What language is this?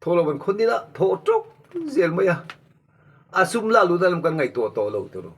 Mizo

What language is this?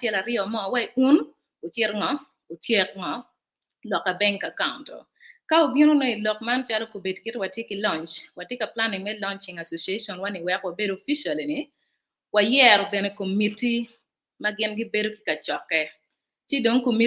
Acoli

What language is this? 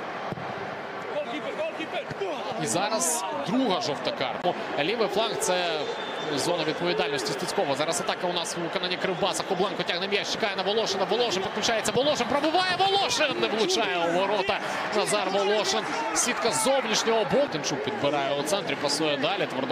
Ukrainian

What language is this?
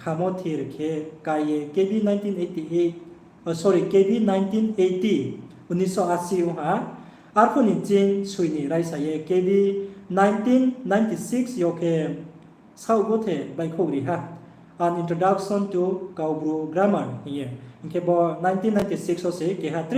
Riang (India)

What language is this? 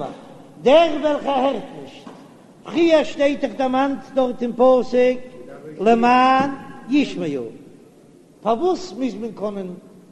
Yiddish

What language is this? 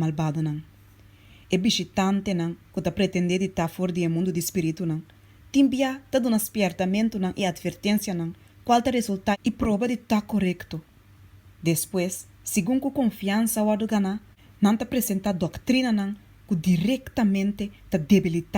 Papiamento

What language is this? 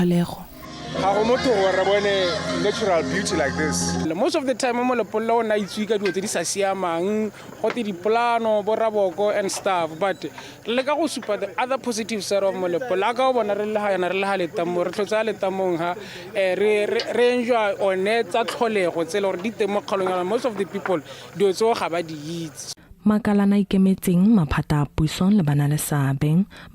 Tswana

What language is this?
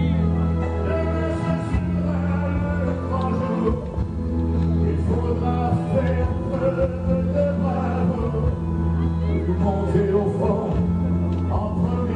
French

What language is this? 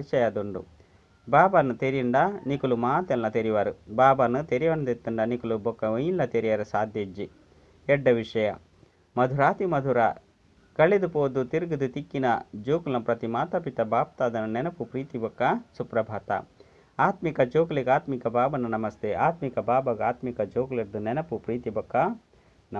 Tulu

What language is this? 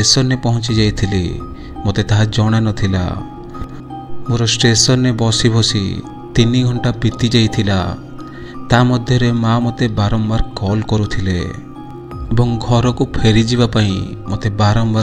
Odia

